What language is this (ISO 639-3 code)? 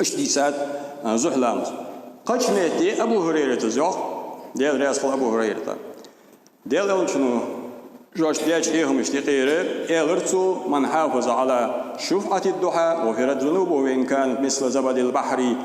inh